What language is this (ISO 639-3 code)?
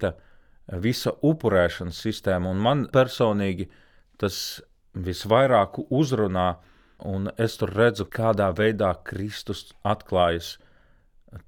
lav